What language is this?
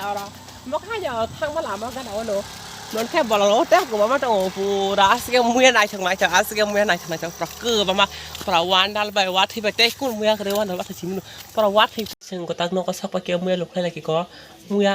Kok Borok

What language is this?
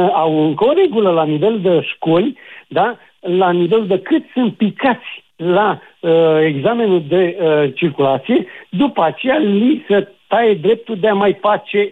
Romanian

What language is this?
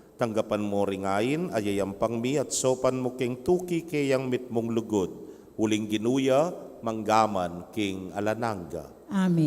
Pampanga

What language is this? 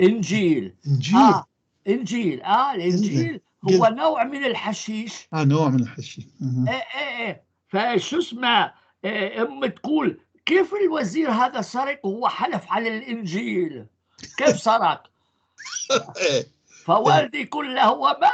North Levantine Arabic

